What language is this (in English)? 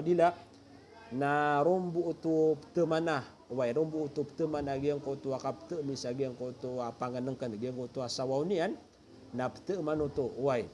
Maranao